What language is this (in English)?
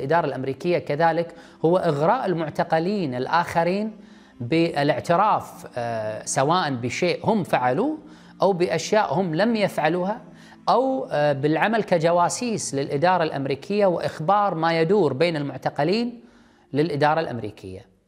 Arabic